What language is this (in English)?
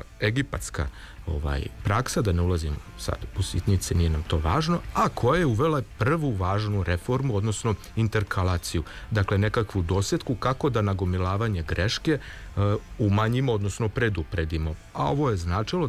Serbian